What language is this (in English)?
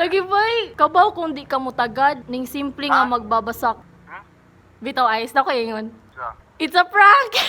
Cebuano